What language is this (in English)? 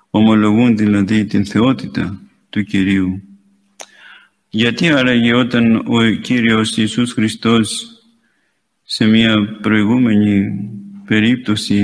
Greek